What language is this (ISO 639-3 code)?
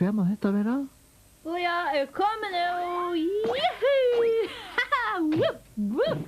fao